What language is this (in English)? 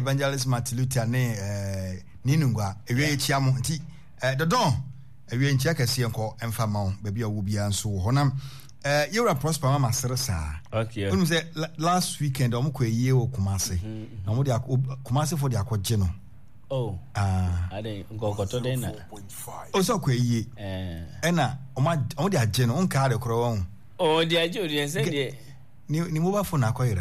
Akan